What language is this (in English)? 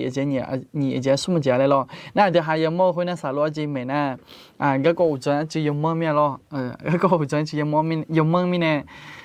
Akha